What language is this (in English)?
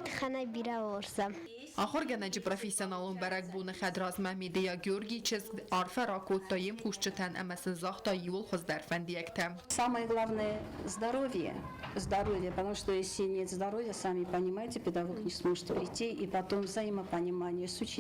Ossetic